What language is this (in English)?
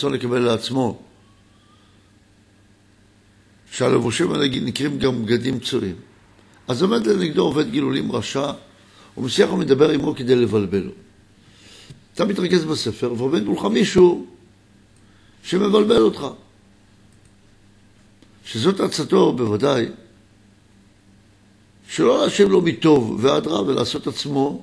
Hebrew